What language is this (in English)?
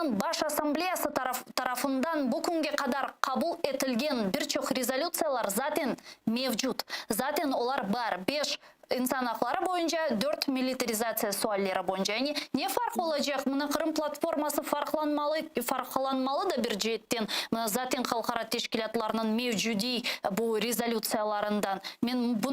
Crimean Tatar